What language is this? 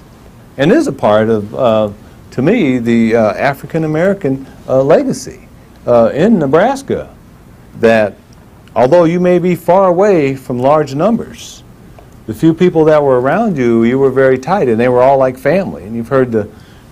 English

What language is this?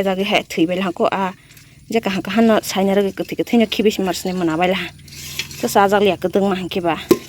Kok Borok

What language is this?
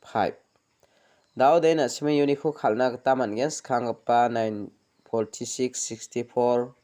Garo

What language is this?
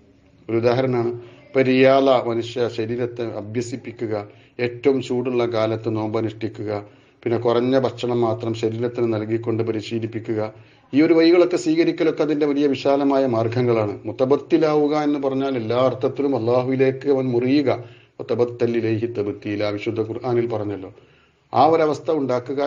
Malayalam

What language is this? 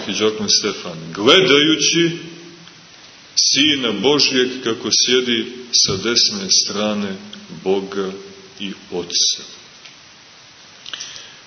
Serbian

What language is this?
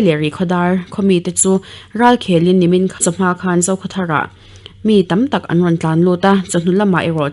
Mizo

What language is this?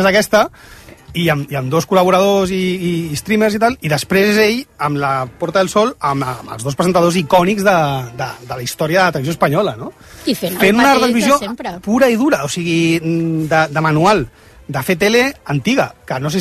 Catalan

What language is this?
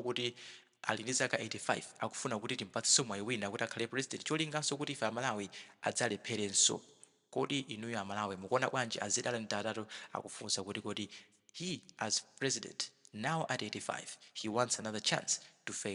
Nyanja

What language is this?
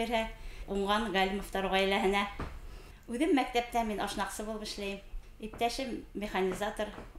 Bashkir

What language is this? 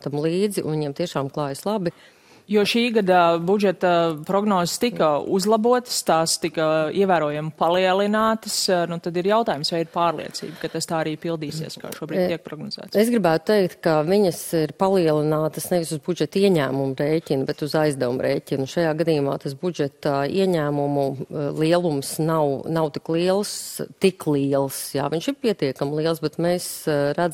Latvian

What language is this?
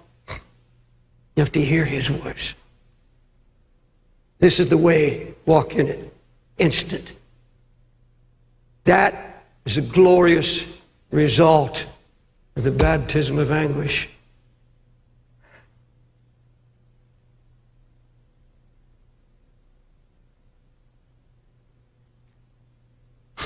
English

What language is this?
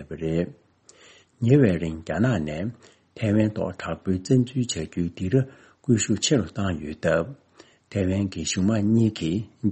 Tibetan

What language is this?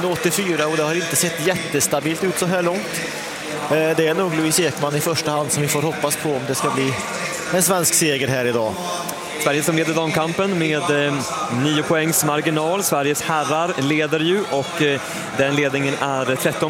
Swedish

